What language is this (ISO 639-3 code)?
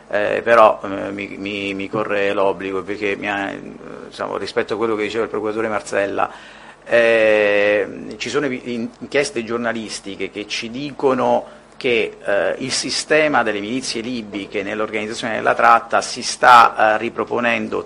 ita